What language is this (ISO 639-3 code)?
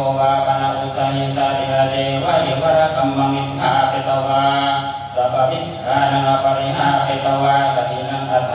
pli